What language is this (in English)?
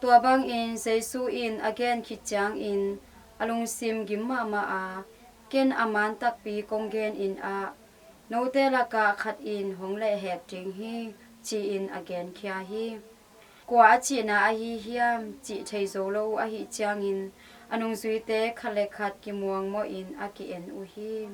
Tedim Chin